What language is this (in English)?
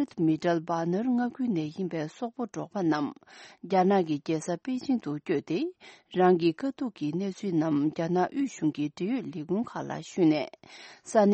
Tibetan